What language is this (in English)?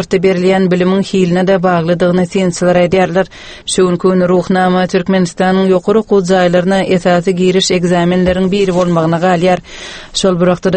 Turkmen